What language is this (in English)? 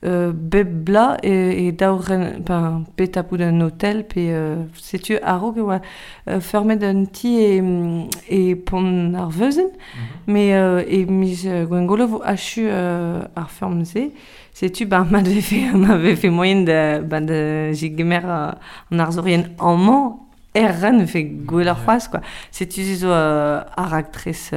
Breton